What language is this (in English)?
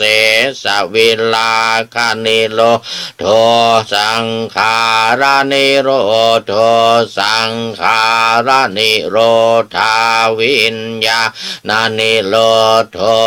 Pali